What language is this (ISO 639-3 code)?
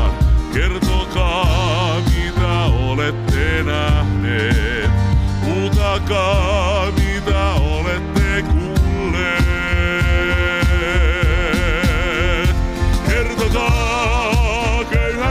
fin